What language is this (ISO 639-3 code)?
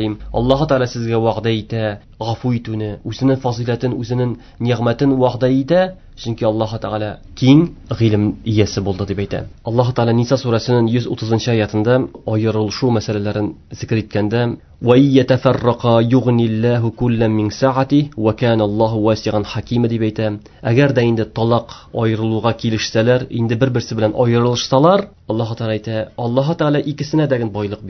tat